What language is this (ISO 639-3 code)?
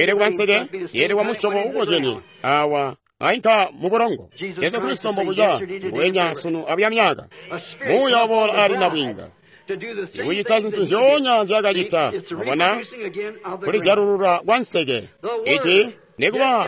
toi